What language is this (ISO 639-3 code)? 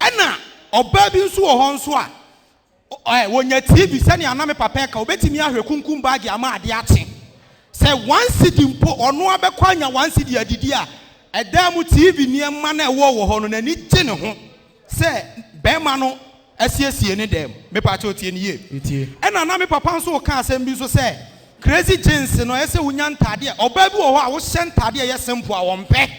aka